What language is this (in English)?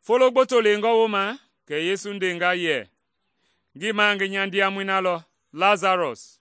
Mende